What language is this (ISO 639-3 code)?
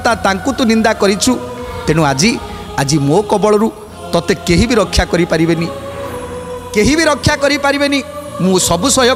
ori